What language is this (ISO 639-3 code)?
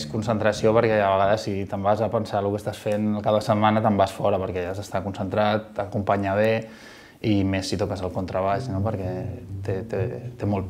cat